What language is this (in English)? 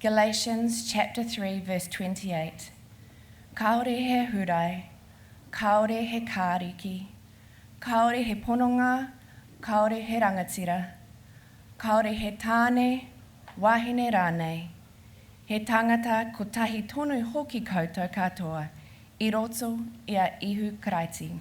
Māori